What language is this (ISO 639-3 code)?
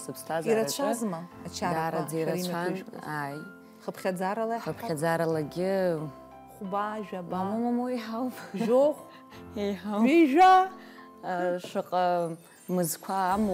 abk